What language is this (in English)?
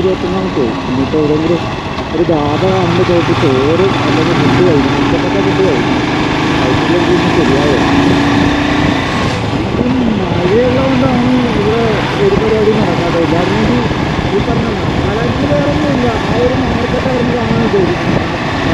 Malayalam